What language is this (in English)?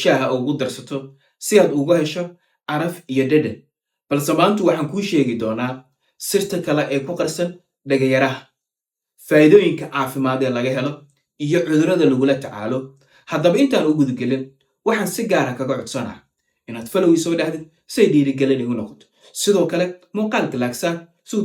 Somali